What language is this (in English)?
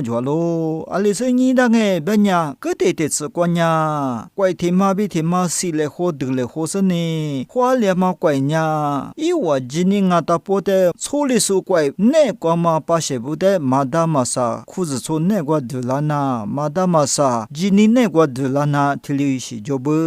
Lisu